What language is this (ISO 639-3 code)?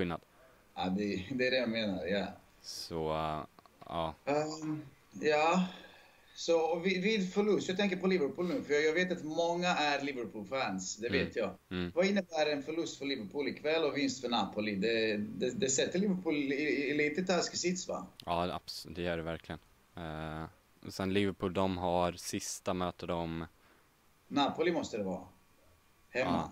swe